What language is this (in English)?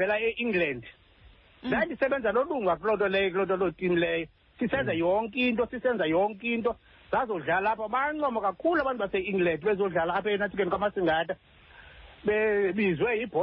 Xhosa